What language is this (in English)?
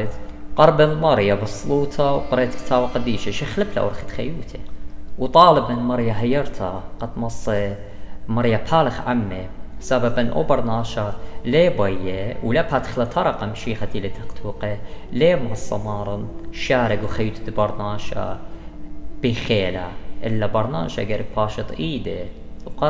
Assyrian Neo-Aramaic